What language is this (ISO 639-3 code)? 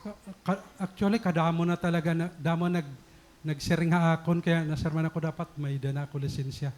war